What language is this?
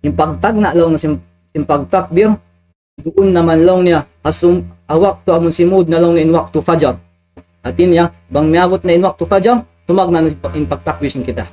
Tausug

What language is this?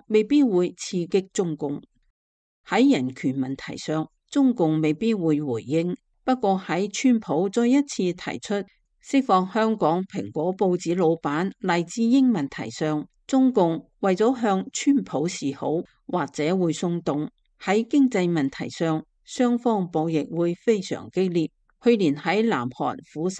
Cantonese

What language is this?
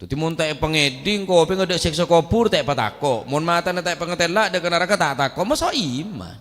Madurese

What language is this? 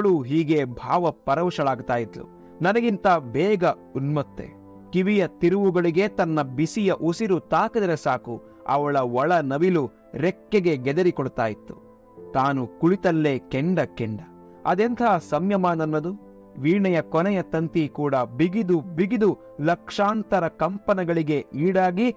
Kannada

